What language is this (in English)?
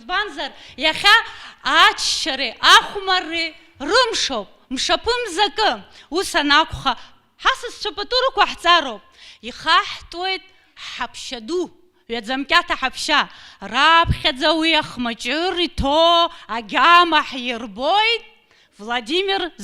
Abkhazian